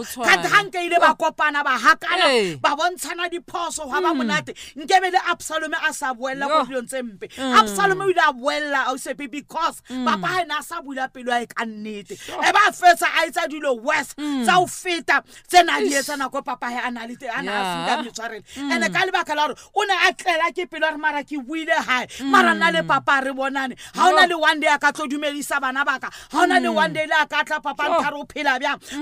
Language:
Southern Sotho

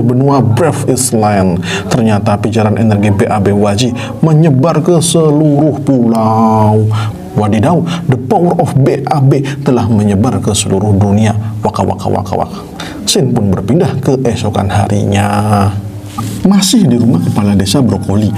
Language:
Indonesian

